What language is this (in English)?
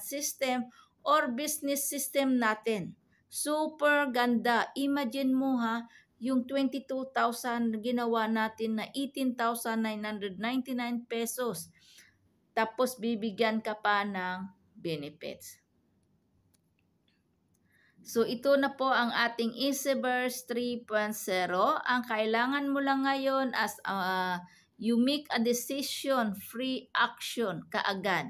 Filipino